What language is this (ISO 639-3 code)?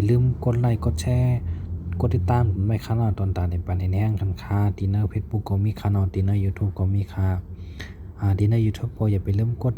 shn